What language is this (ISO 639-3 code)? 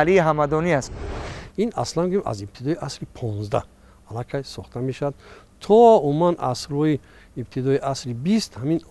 tgk